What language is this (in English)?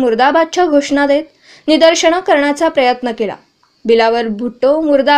Marathi